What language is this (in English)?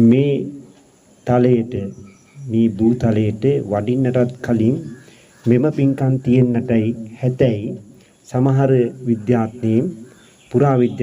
Sinhala